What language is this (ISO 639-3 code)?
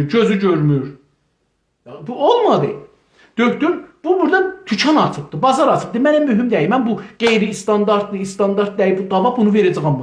azb